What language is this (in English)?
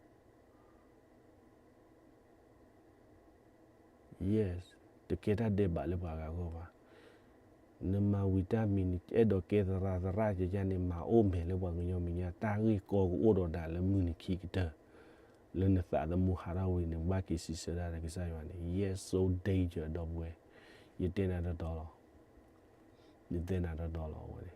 S'gaw Karen